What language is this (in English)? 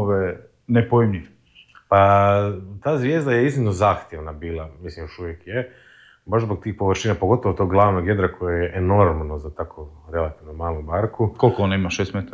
Croatian